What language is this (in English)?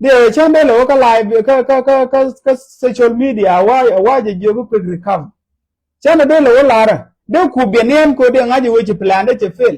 Nuer